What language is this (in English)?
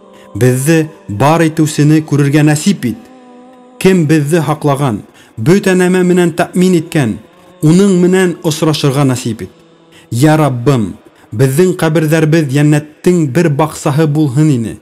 Bashkir